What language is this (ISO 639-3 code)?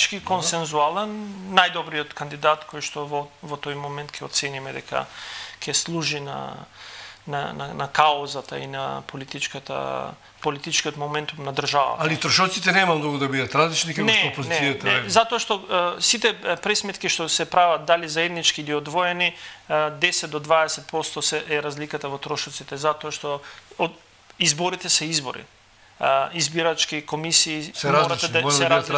mkd